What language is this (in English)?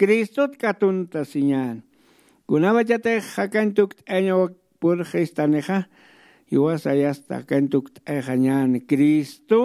Aymara